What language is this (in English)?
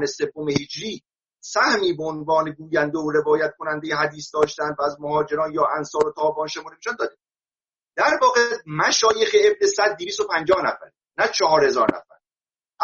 Persian